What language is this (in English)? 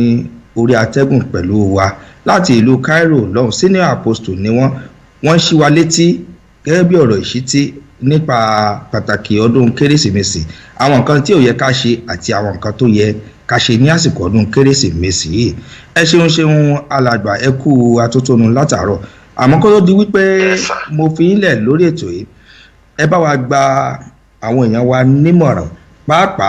Yoruba